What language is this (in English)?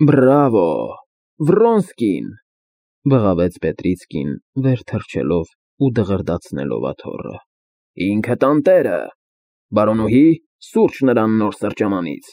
Armenian